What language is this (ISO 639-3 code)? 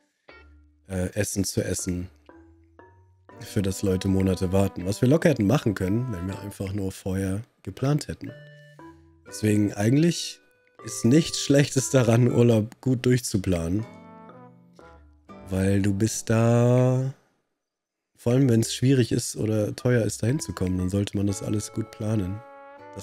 deu